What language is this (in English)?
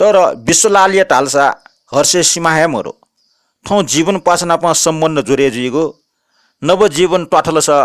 Newari